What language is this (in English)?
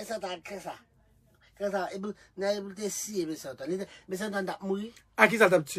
Haitian Creole